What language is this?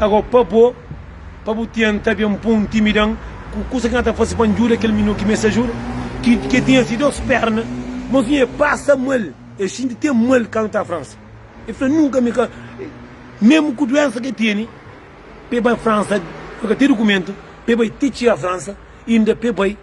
Kabuverdianu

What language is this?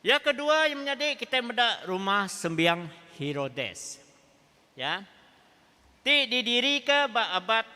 Iban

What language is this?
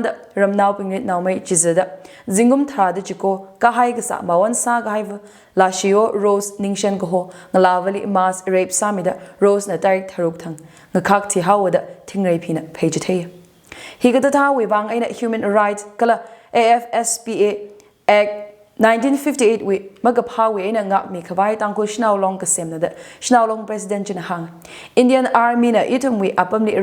Tangkhul Naga (India)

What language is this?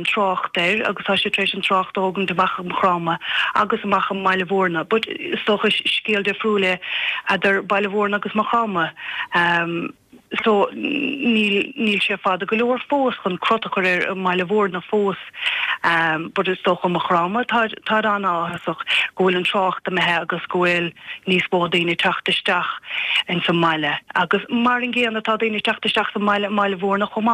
Irish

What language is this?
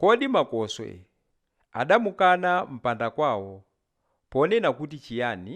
Nyanja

